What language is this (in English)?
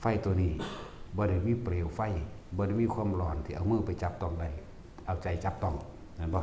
Northeastern Thai